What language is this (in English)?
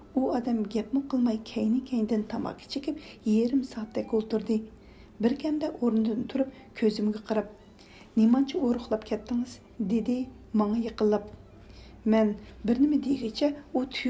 Uyghur